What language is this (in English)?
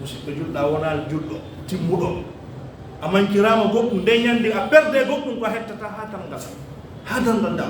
Pular